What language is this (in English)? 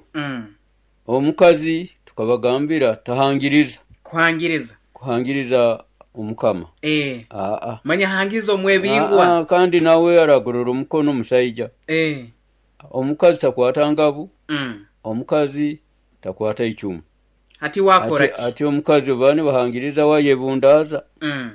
Nyoro